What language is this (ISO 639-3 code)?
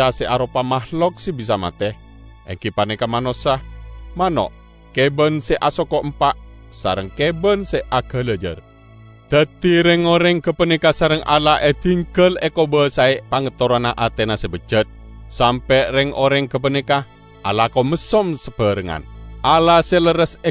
mad